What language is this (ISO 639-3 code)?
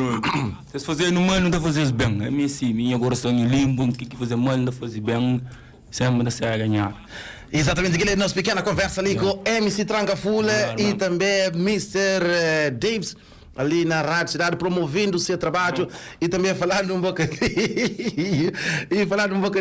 kea